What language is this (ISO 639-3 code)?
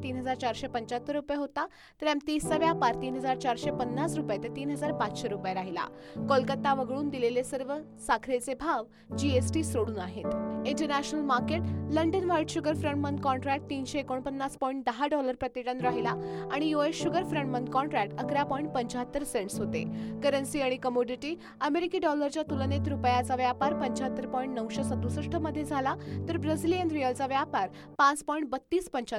mar